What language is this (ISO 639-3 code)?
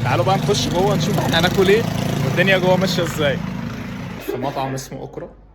arz